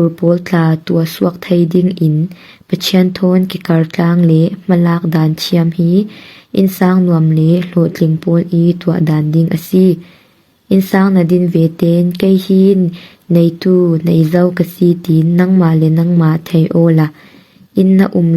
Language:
Falam Chin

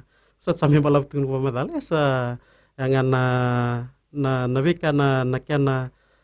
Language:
Fijian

